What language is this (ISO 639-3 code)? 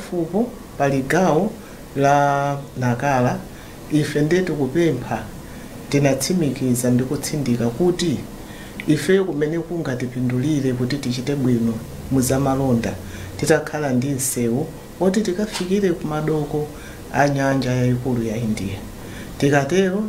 nya